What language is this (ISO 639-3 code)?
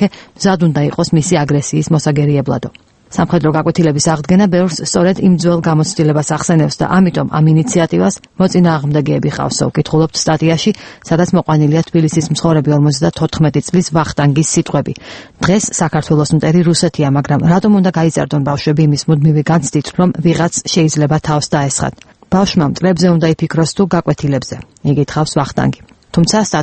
kat